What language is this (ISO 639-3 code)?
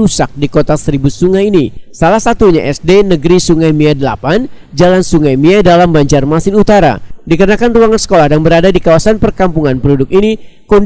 bjn